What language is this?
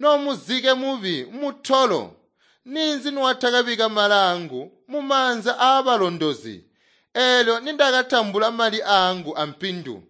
Tonga (Zambia)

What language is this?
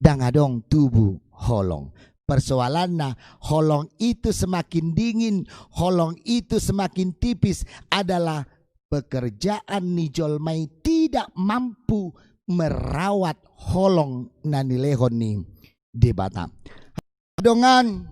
Batak Toba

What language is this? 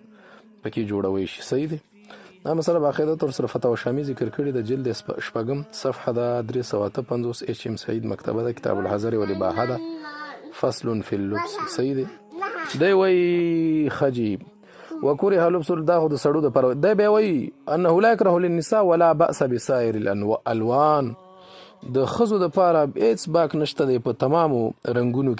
Pashto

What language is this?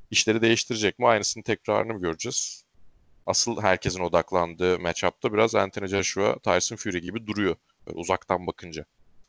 Turkish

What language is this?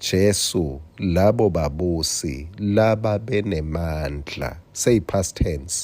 Swati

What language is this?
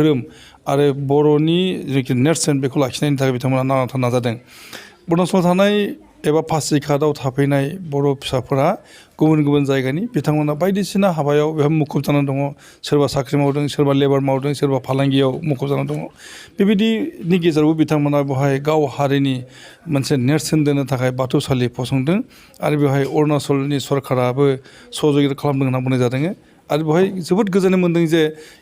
Bodo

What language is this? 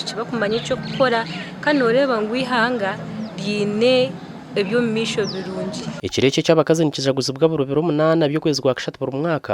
Nyankole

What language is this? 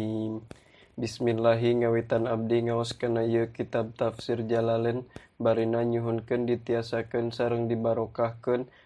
Sundanese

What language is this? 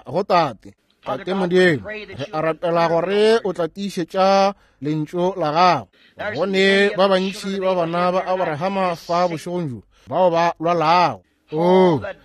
Northern Sotho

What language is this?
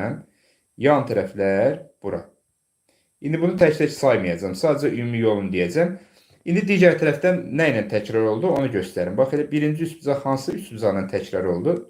Azerbaijani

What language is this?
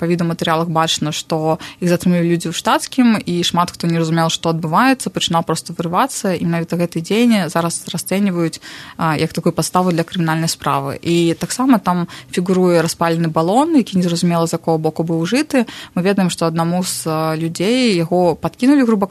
Belarusian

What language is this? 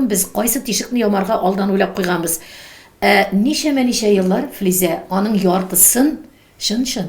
Tatar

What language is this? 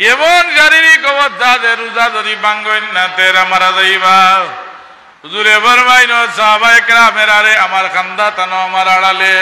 Sylheti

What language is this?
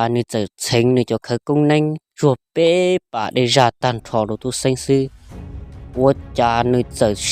Hmong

